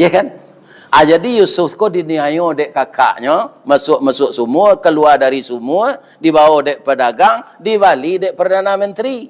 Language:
Minangkabau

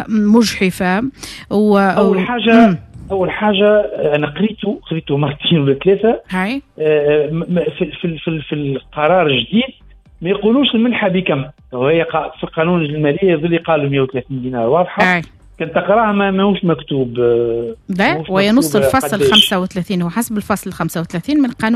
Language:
Tunisian Arabic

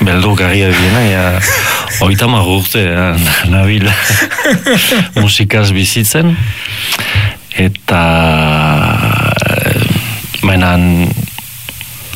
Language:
Basque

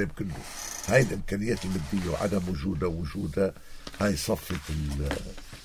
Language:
North Levantine Arabic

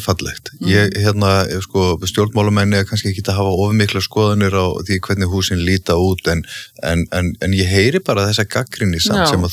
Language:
Icelandic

